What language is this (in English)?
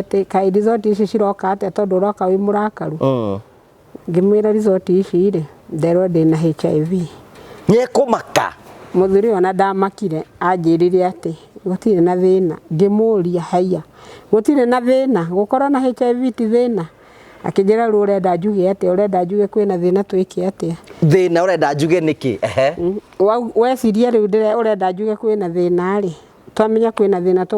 Kikuyu